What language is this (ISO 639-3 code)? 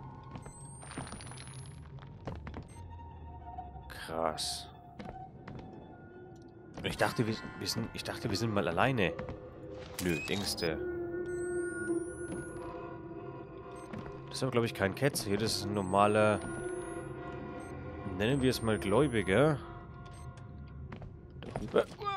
deu